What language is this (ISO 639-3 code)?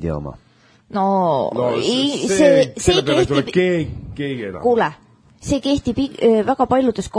est